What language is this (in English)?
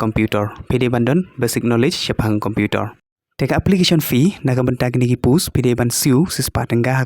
Khasi